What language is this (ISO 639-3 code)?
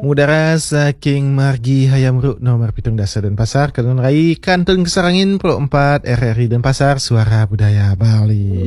ban